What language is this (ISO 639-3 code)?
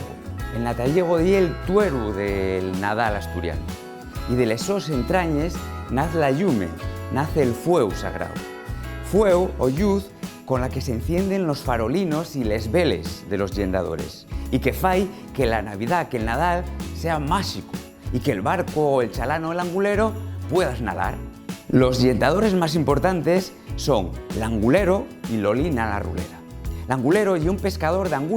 ast